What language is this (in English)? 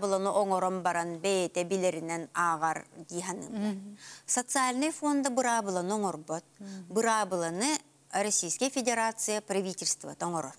Yakut